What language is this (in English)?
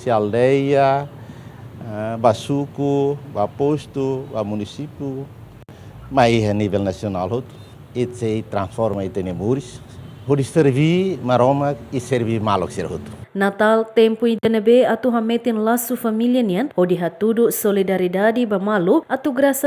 Tetum